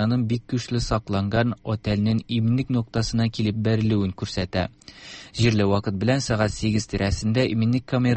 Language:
Tatar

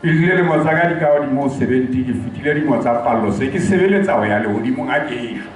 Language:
Southern Sotho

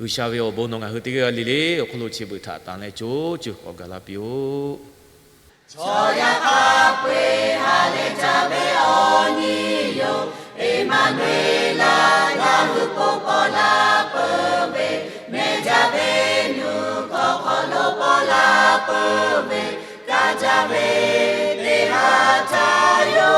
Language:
Lahu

